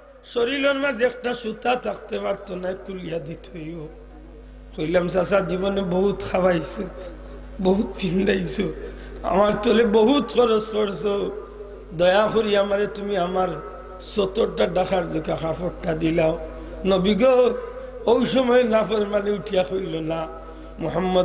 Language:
Sylheti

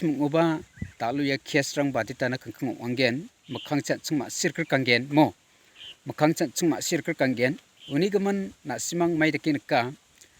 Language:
Garo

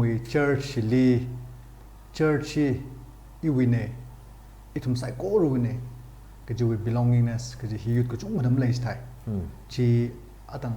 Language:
Tangkhul Naga (India)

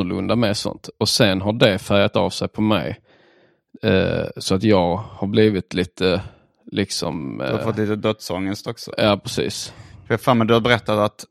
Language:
Swedish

